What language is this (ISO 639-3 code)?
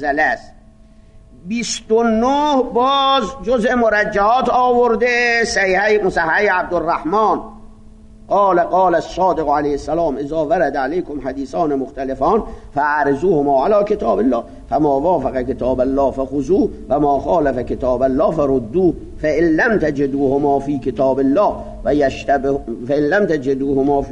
fas